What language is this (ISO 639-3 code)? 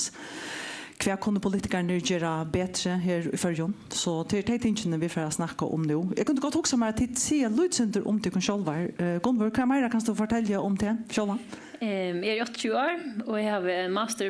fao